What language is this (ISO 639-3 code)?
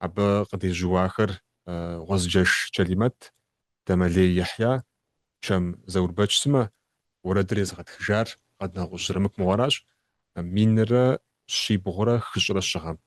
kbd